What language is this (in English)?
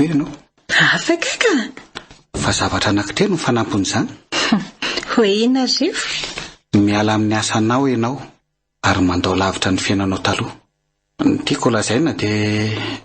Malagasy